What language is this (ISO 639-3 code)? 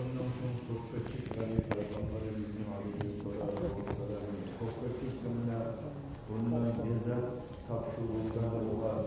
kum